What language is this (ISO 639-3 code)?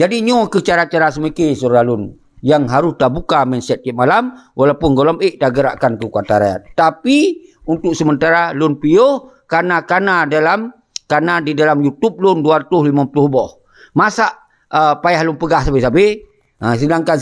ace